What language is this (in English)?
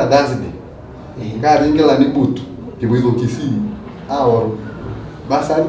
Masai